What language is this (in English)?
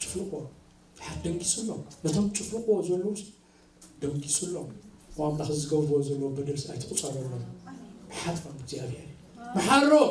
Tigrinya